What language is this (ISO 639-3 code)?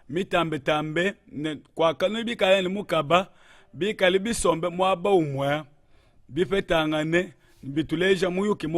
lua